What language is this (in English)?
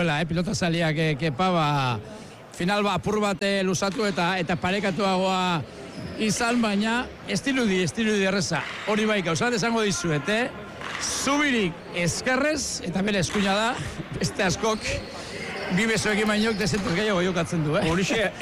Basque